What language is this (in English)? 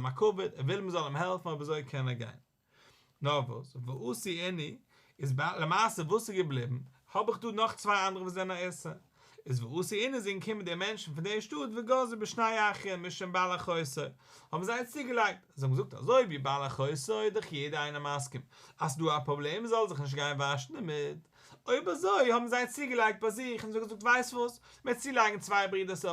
Yiddish